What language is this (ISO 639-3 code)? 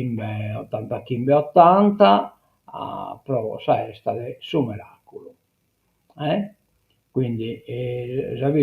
srd